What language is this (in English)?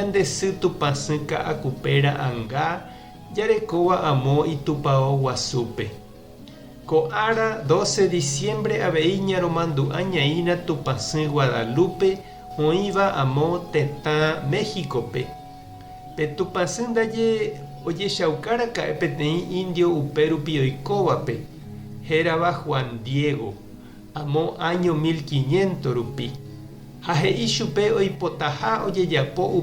Guarani